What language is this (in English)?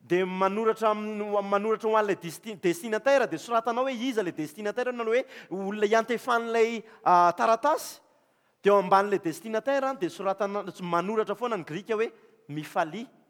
Malagasy